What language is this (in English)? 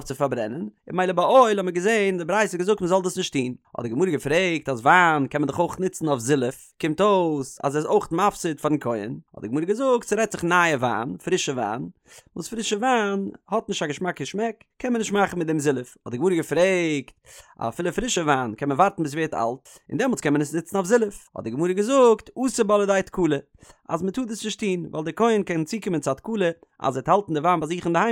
Yiddish